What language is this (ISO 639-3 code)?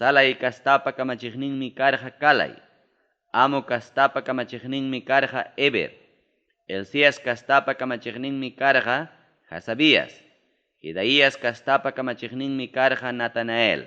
quy